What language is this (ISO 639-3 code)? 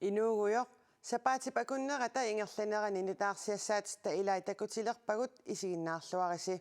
kal